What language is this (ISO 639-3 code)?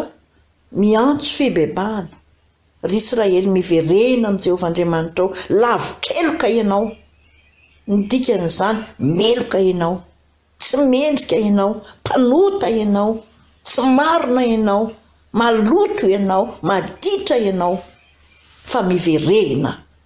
mlg